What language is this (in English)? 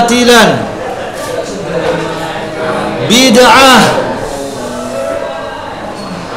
Indonesian